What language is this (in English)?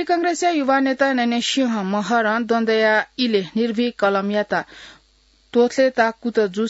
Newari